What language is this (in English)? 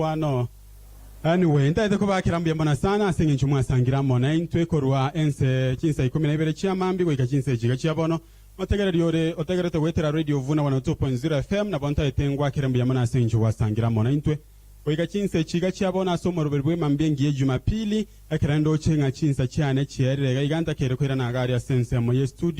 Gusii